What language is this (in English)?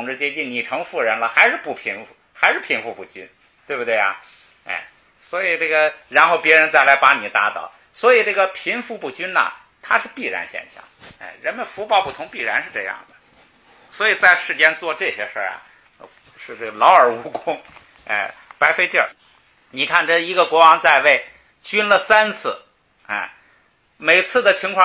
Chinese